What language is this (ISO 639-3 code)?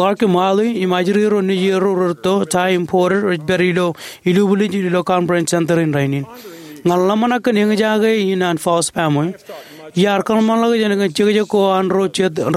mah